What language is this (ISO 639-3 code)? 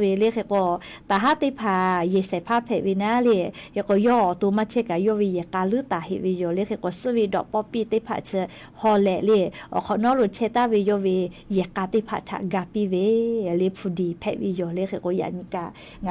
lhu